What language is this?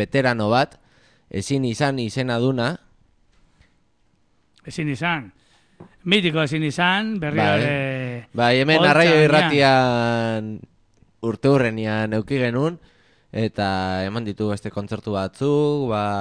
Basque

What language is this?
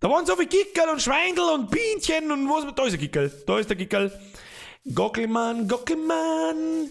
Bavarian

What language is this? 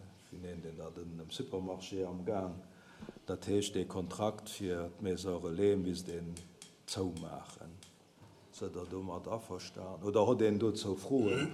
Luxembourgish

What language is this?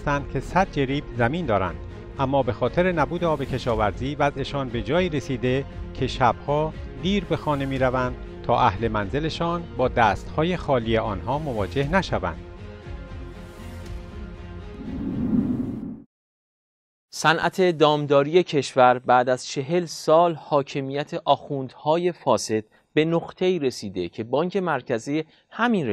Persian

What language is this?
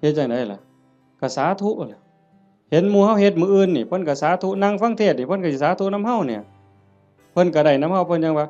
Northeastern Thai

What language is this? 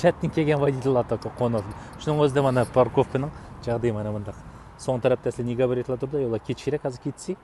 Uyghur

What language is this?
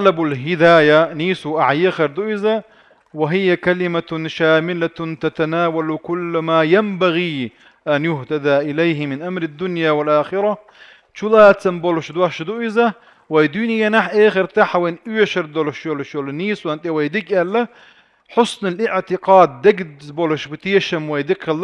Chechen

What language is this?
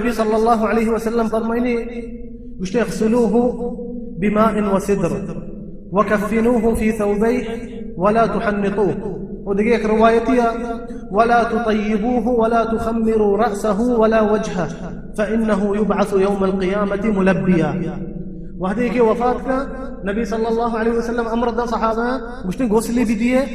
Baluchi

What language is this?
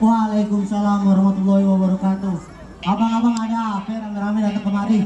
Betawi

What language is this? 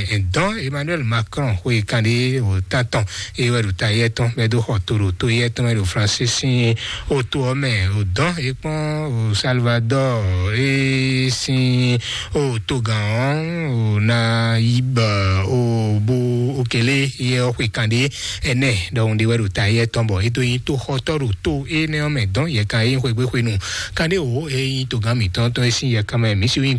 Fon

